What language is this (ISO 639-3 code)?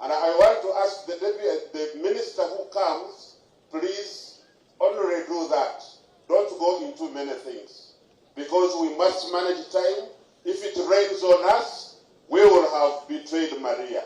nyn